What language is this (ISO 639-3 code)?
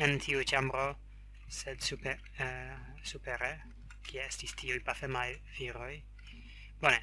epo